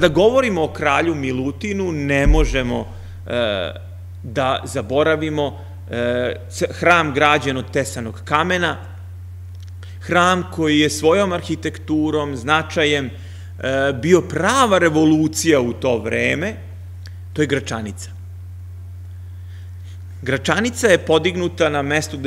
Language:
Serbian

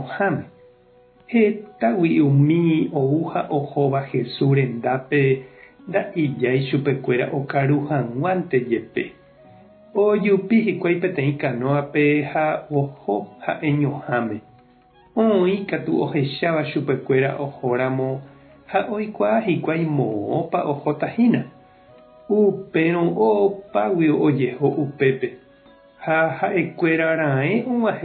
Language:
Guarani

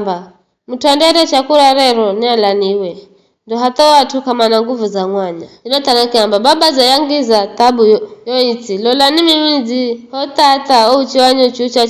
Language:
Giryama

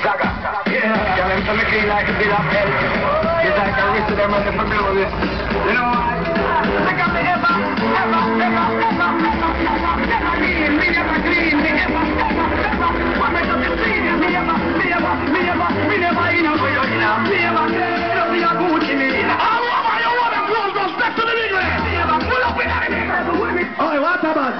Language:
Jamaican Creole English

